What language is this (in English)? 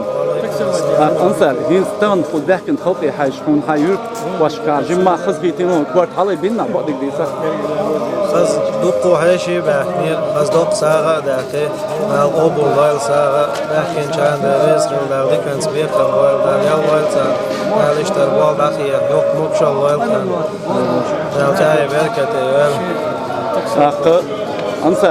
Chechen